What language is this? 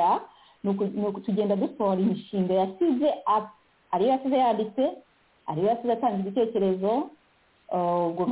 Kinyarwanda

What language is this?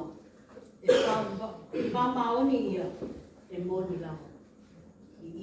Māori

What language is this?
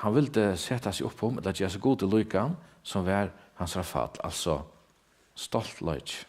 Faroese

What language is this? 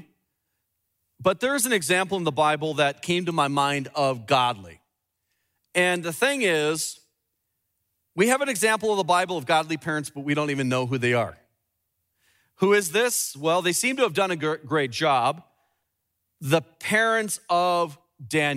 English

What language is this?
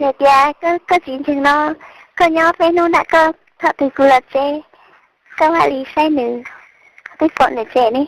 Hmong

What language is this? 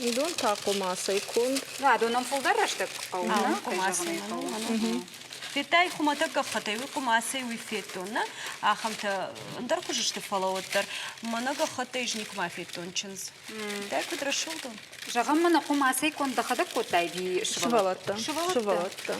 Ossetic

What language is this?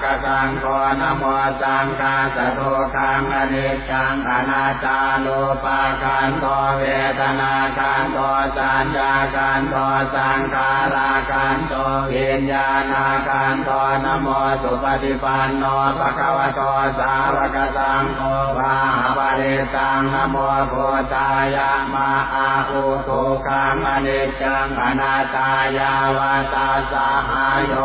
Pali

